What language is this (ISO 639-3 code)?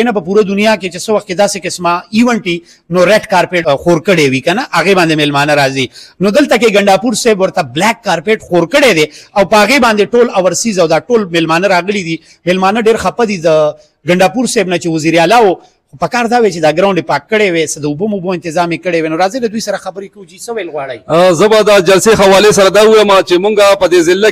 pus